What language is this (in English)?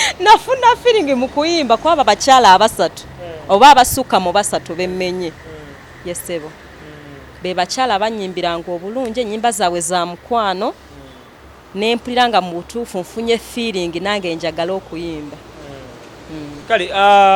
Ganda